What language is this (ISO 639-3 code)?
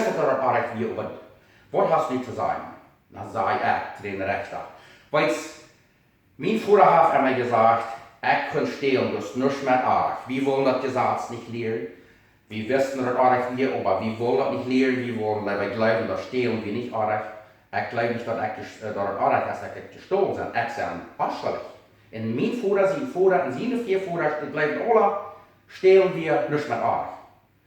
pdt